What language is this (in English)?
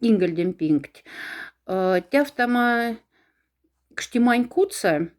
Moksha